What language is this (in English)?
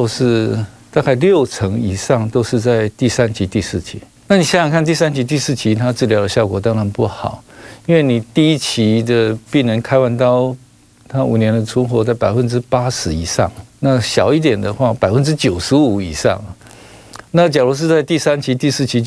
Chinese